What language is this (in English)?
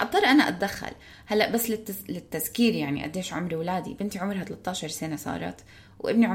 North Levantine Arabic